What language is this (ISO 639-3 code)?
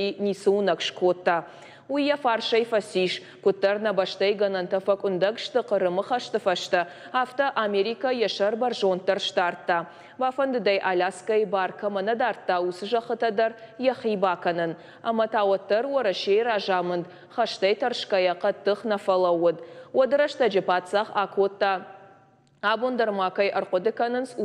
oss